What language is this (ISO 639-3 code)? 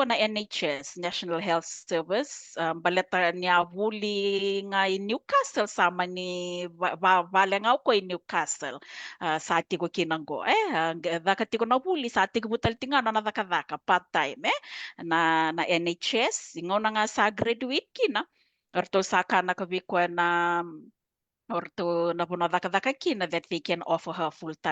fij